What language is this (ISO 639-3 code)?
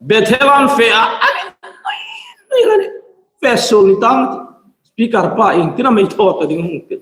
hmr